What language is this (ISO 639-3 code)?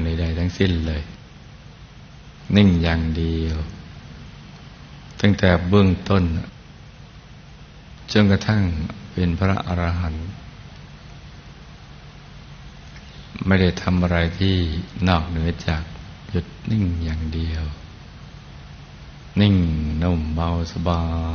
tha